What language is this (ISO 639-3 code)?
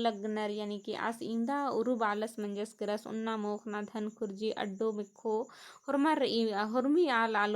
kru